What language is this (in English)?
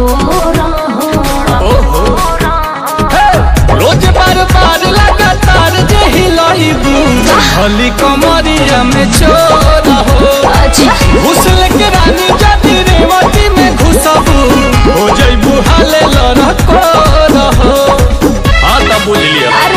Bhojpuri